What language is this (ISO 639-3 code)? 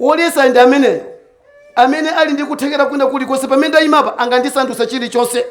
nya